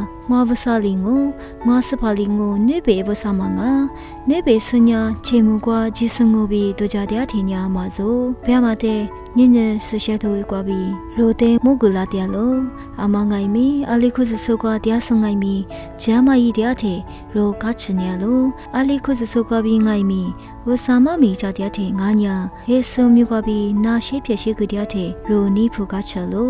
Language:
Lisu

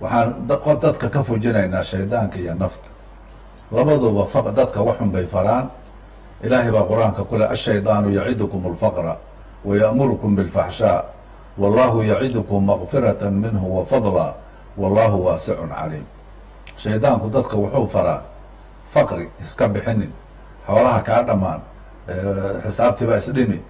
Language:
Somali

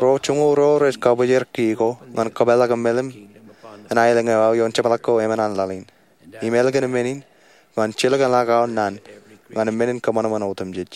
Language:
Marshallese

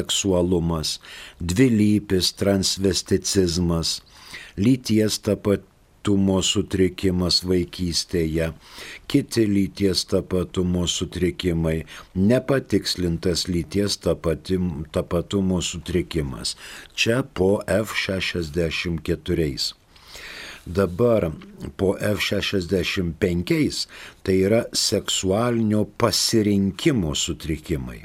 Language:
Lithuanian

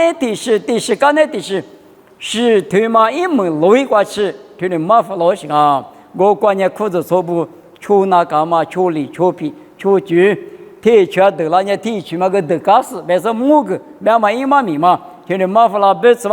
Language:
Lisu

